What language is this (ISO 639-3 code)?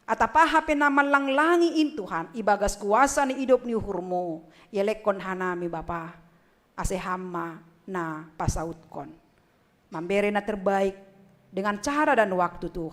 bts